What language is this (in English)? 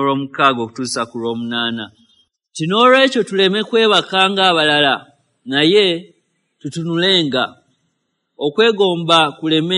Ganda